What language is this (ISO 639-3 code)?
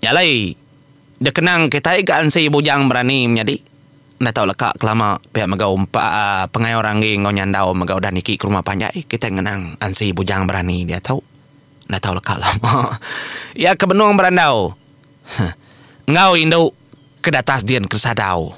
iba